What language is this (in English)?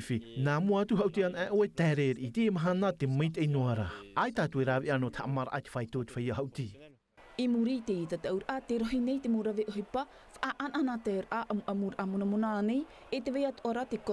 Tahitian